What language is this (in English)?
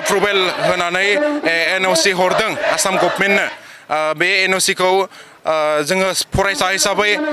Bodo